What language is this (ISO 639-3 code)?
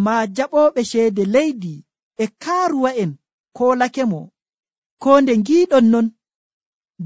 fuv